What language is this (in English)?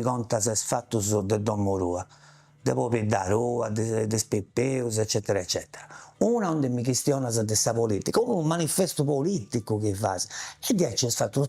Sardinian